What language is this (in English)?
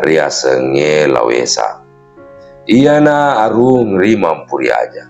Buginese